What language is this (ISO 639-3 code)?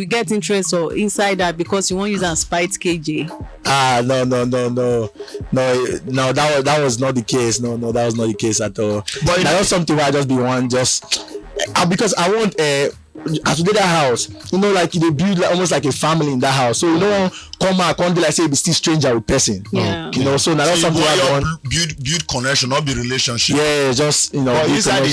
pcm